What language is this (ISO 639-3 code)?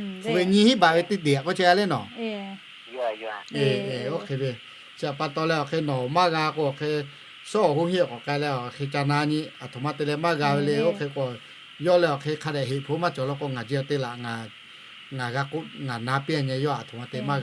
lhu